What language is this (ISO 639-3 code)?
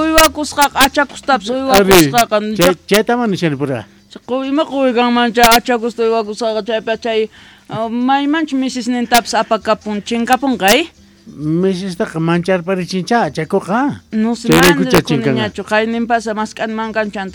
quh